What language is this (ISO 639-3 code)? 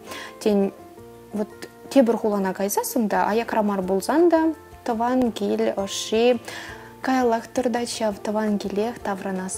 chv